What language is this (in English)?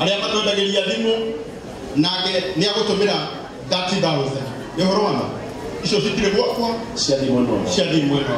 Kikuyu